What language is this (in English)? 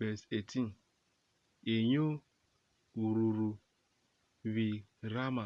Urhobo